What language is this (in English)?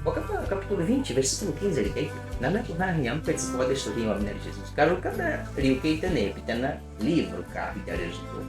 Baniwa